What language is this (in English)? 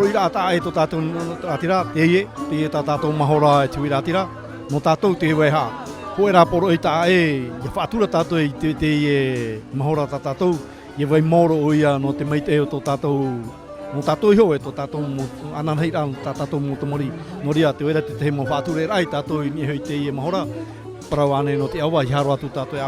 Tahitian